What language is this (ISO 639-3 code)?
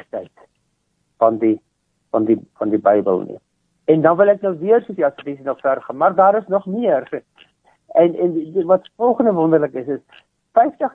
afr